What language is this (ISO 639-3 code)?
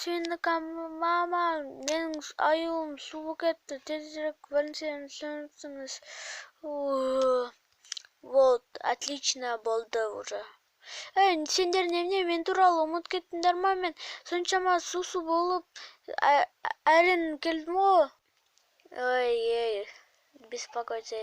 kaz